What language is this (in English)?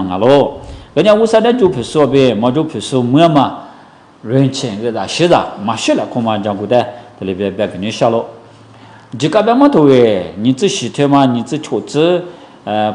Lisu